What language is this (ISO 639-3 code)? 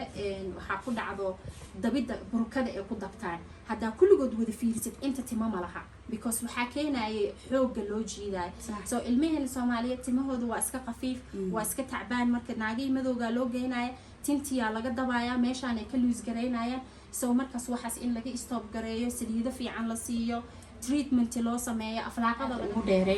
som